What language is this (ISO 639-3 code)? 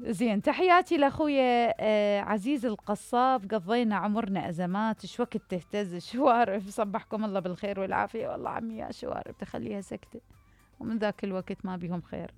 acm